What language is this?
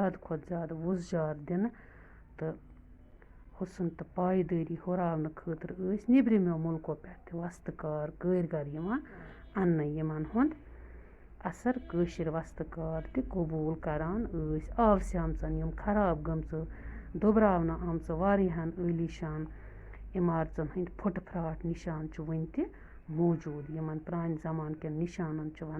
Kashmiri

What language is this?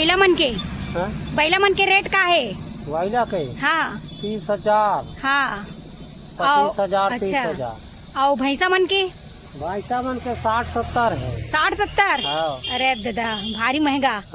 Chhattisgarhi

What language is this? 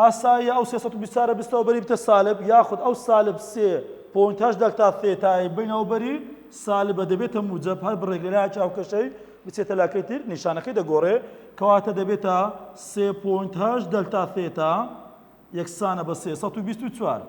Central Kurdish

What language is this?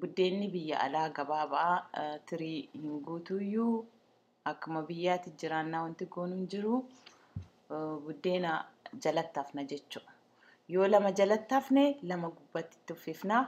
Oromo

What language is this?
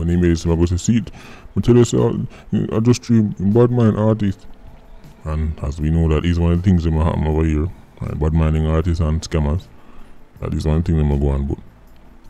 Jamaican Creole English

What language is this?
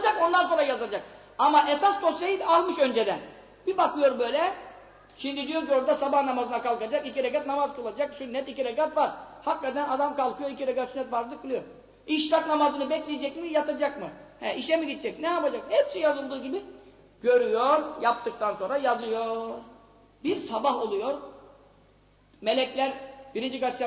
Turkish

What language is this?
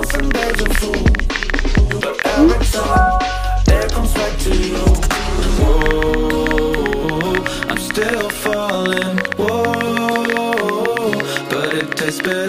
English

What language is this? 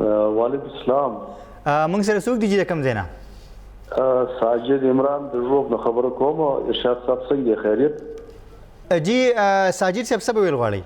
Pashto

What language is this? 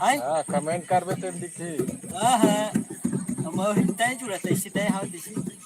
Chhattisgarhi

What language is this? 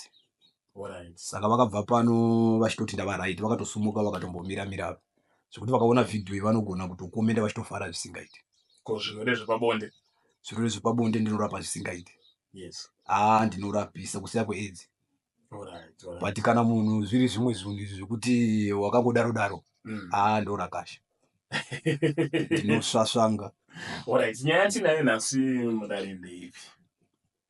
Shona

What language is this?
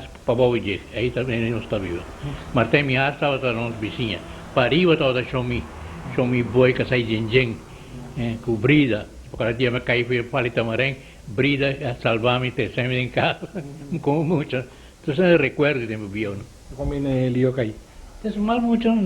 Papiamento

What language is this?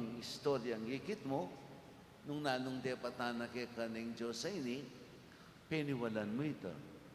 Pampanga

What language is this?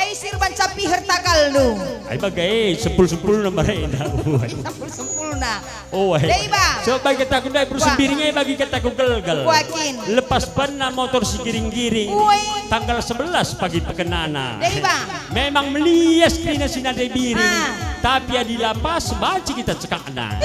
Batak Karo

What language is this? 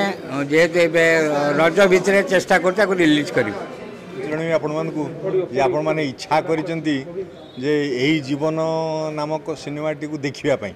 Odia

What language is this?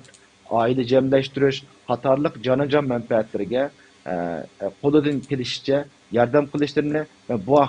Uyghur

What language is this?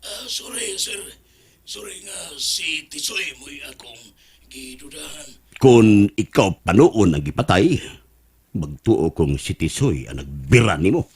Cebuano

